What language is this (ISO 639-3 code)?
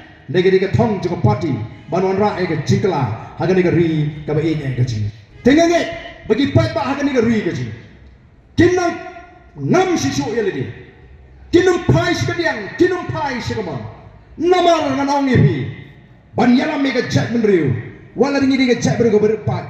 kha